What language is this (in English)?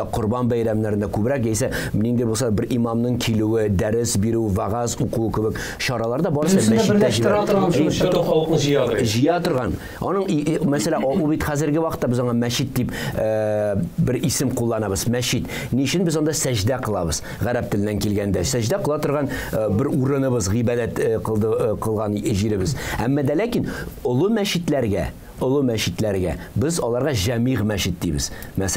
Tatar